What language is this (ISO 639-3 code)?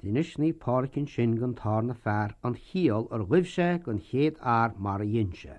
gle